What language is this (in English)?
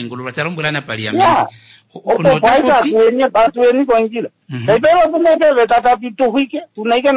Kuanyama